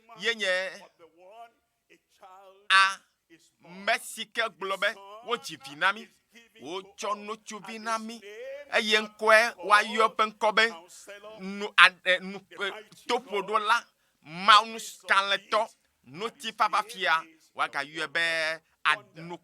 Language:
Ewe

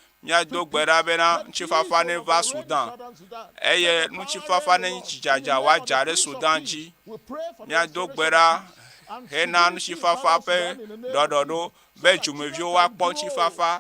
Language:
Ewe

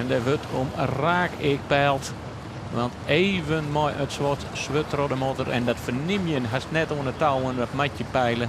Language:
Western Frisian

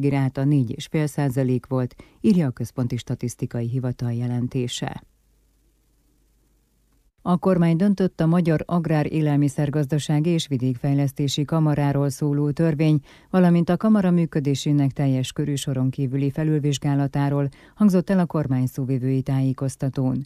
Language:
Hungarian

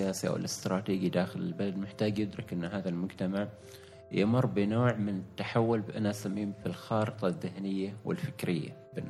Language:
Gulf Arabic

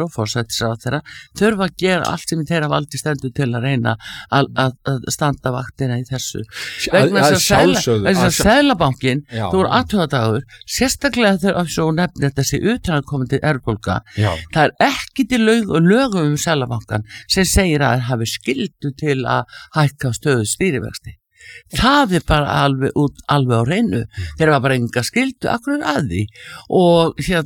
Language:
Icelandic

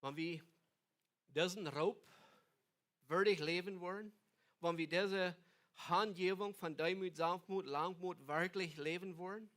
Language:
Plautdietsch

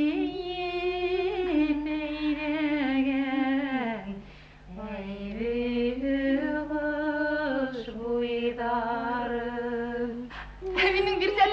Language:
Bashkir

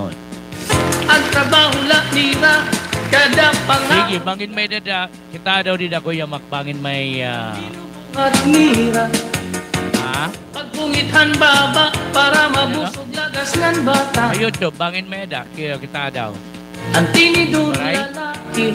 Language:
Waray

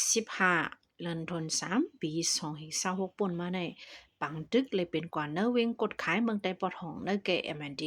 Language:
Shan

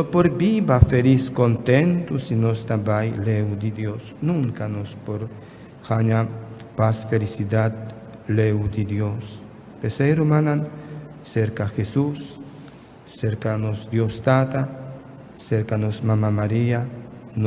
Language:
Papiamento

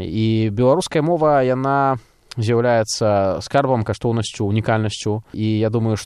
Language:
Belarusian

